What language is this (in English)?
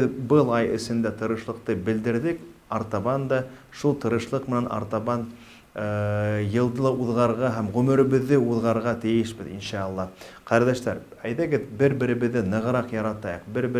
Bashkir